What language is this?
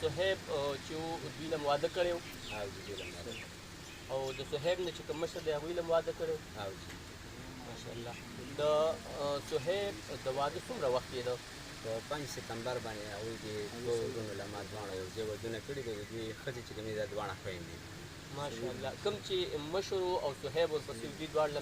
Pashto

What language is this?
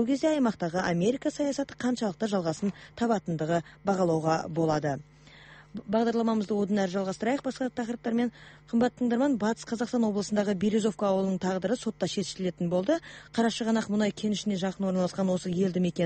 Kazakh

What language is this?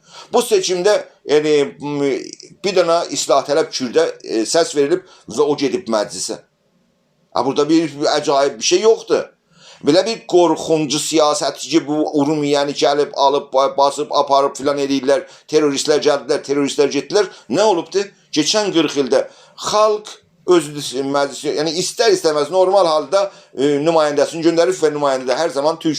South Azerbaijani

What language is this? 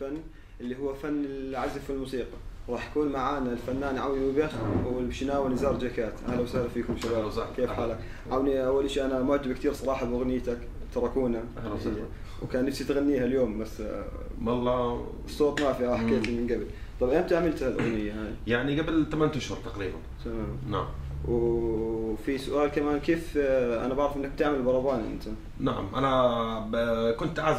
North Levantine Arabic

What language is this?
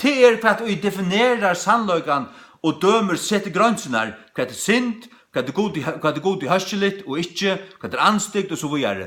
Faroese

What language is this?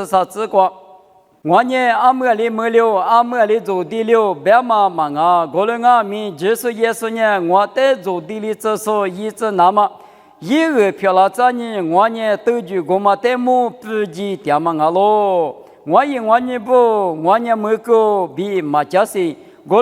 Lisu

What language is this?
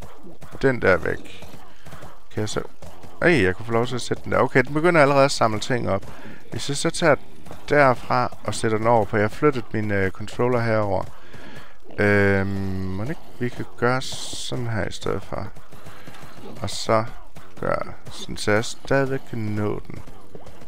Danish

